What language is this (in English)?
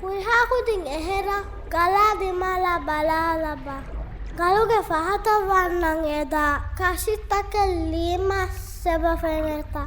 Divehi